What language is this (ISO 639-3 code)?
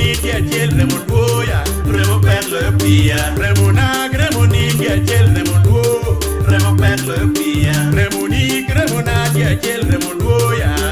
ach